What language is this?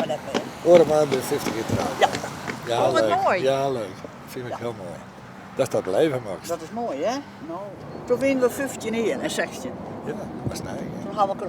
Western Frisian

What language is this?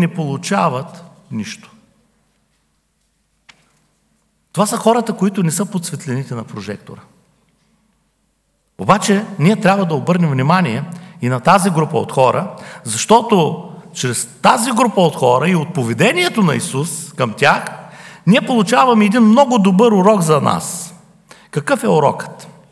Bulgarian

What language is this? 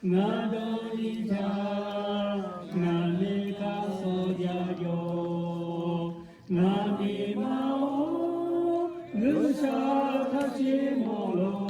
Lahu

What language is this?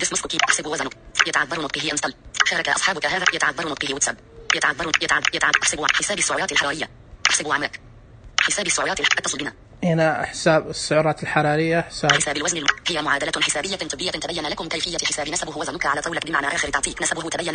Najdi Arabic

